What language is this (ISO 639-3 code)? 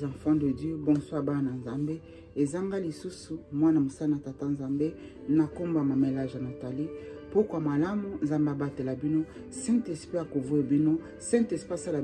lin